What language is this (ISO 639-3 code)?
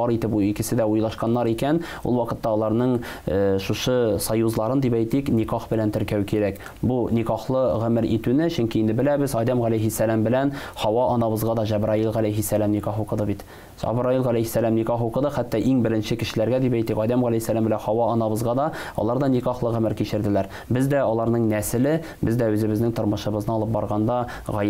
tat